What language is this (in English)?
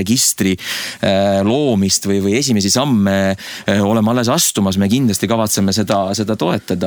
Estonian